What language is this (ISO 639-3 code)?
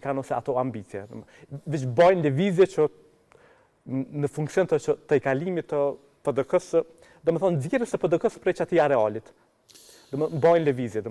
sqi